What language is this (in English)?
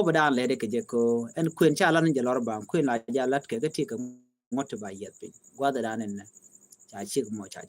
Nuer